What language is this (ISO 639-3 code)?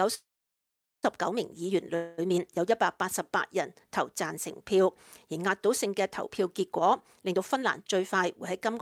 yue